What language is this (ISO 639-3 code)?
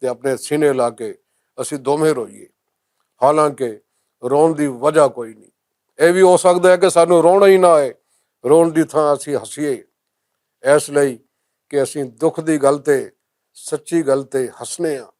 lah